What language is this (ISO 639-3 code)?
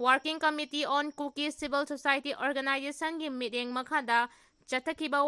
mni